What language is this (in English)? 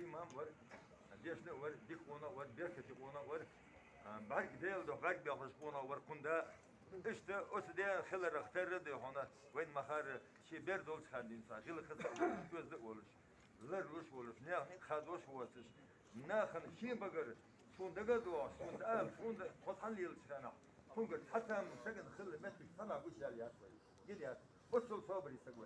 Ingush